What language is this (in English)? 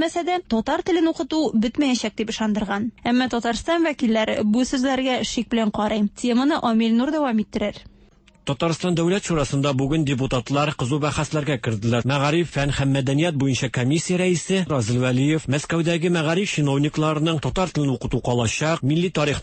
Tatar